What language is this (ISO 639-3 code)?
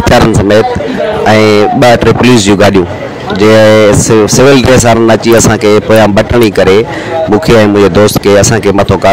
snd